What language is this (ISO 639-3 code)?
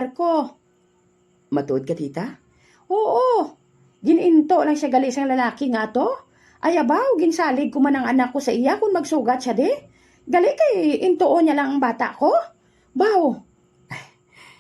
hil